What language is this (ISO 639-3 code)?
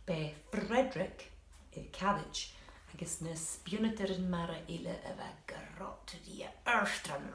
gla